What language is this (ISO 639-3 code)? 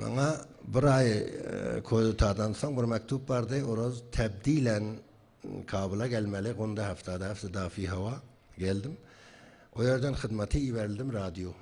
tuk